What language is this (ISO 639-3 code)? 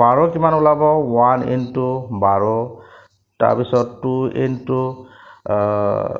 asm